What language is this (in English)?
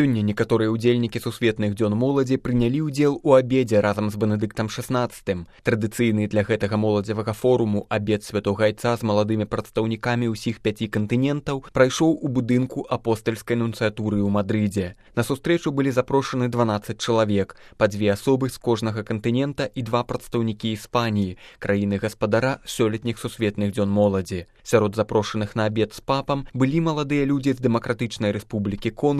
Belarusian